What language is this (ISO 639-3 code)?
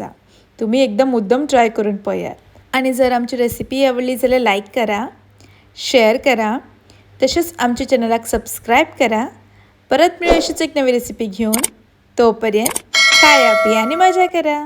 kok